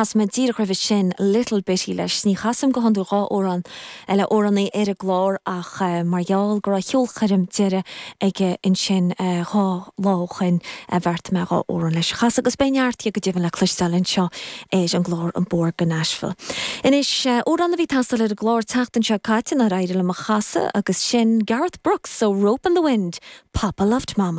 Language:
Irish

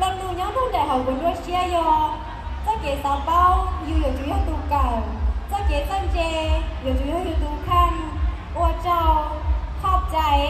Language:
Hmong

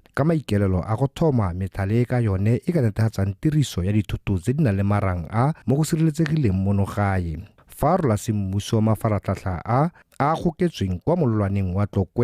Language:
Tswana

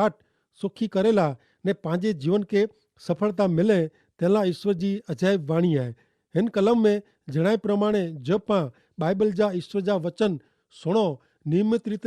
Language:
Kachhi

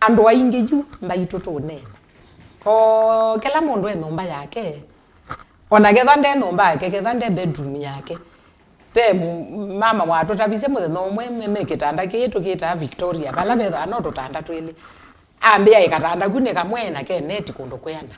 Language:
Kamba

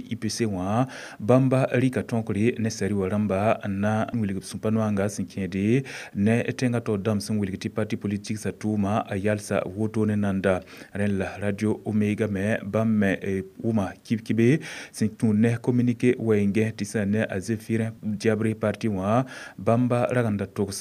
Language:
Mossi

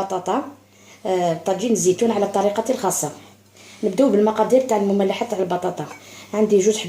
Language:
Algerian Arabic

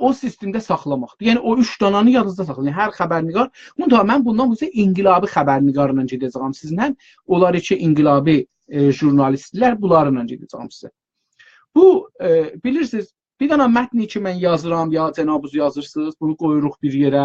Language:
South Azerbaijani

